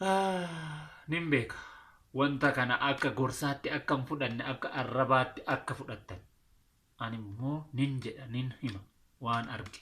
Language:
Oromo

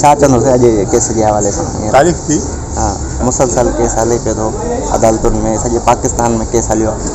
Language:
Sindhi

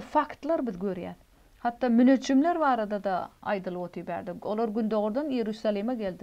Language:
Turkmen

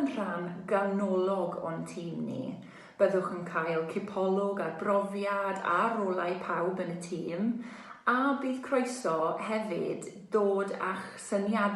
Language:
Welsh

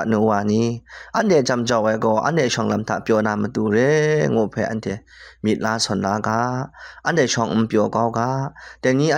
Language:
Kachin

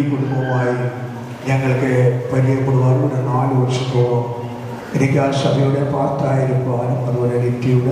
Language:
Malayalam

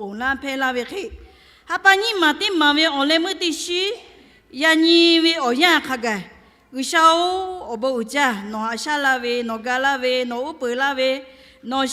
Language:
Lahu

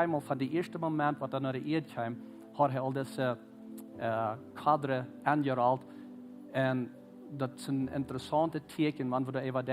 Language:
Plautdietsch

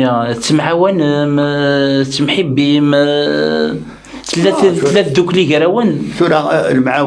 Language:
Kabyle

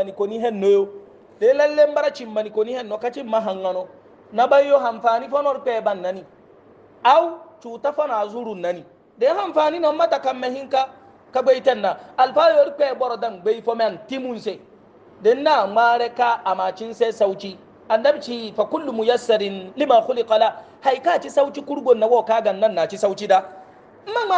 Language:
Hausa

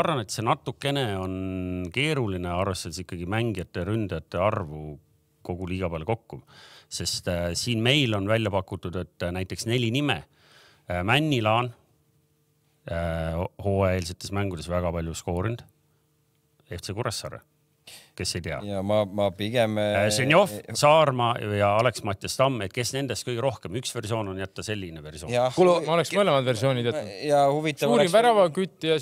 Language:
Estonian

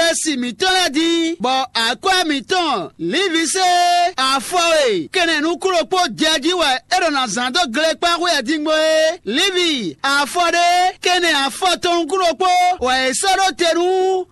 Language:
Fon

